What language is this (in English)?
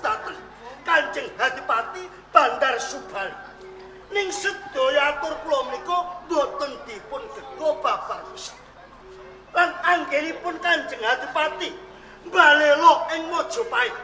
Javanese